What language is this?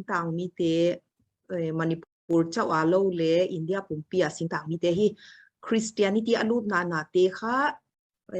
Paite Chin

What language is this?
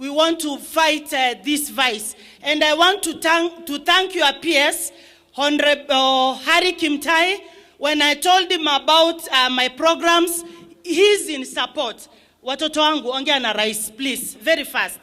Gusii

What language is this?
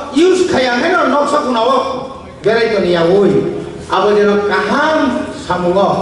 Kok Borok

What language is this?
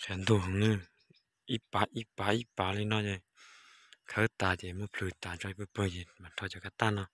Hmong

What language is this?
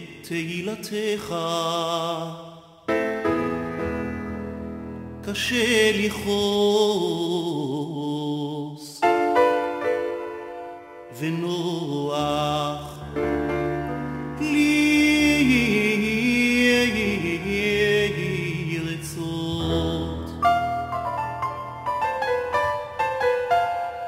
Hebrew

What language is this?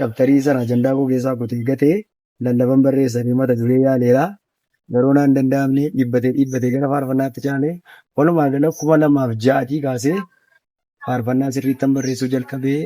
Oromo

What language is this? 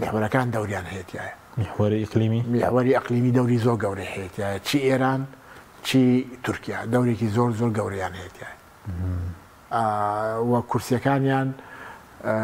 Central Kurdish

